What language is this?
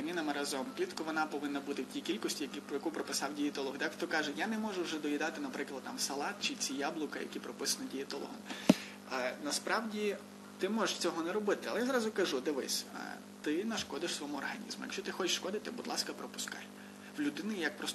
Ukrainian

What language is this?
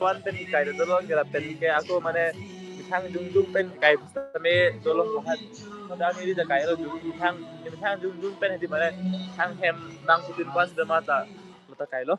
Karbi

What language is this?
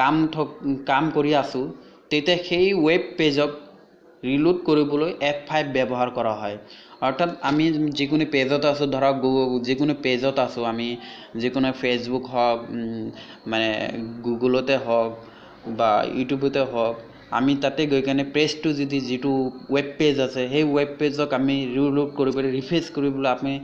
Assamese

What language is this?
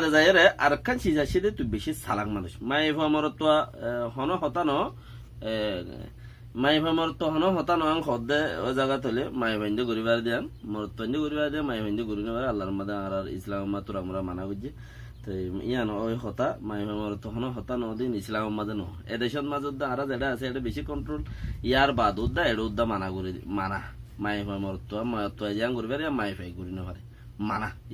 Rohingya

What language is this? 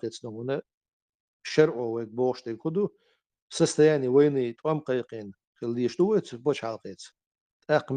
Chechen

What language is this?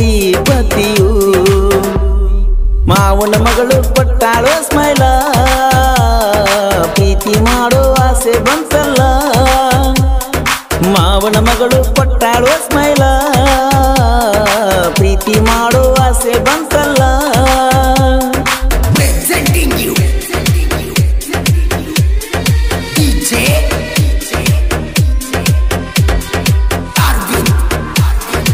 Kannada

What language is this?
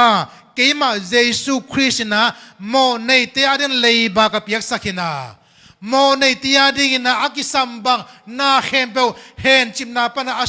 Tedim Chin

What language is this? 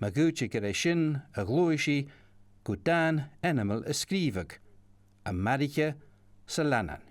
Scottish Gaelic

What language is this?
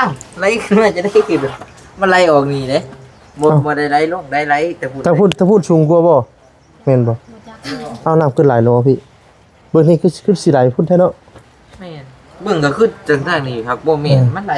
Lao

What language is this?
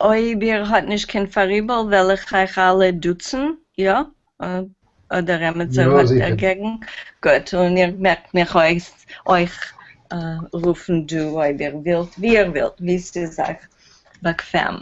Yiddish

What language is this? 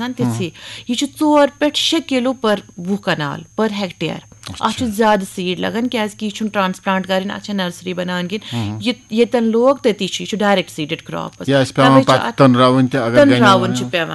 Kashmiri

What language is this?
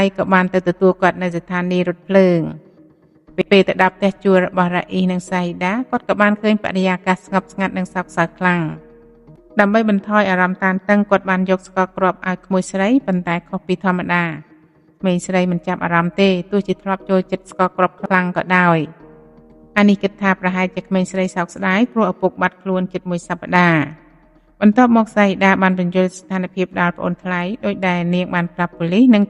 Khmer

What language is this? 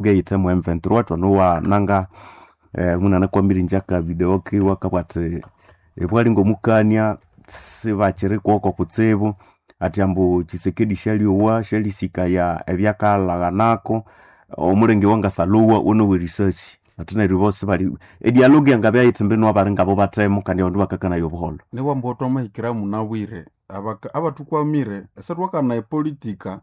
Nande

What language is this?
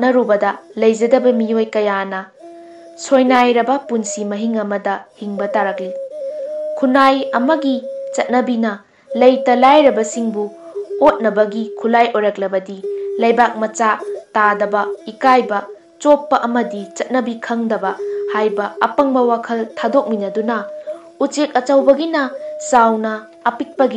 Manipuri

